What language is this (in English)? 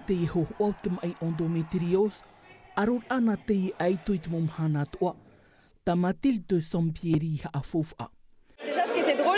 Tahitian